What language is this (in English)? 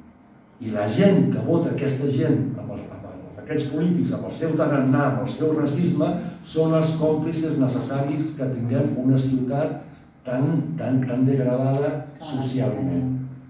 Catalan